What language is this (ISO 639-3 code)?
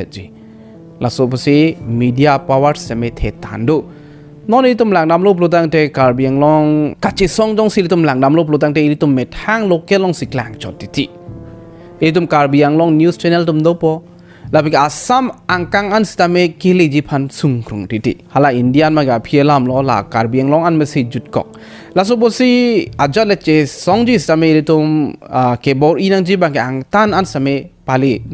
mjw